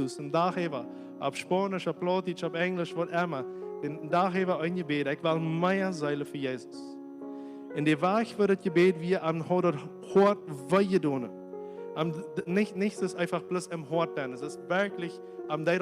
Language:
Plautdietsch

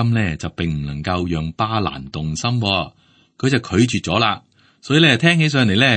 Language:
Cantonese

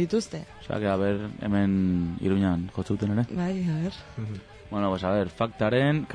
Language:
Basque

